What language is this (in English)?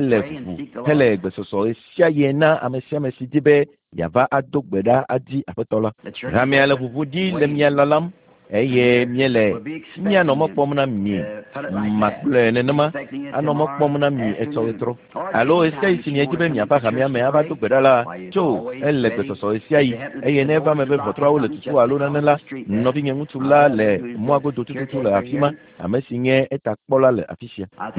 Ewe